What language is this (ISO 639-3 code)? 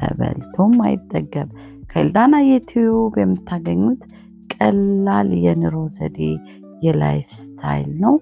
amh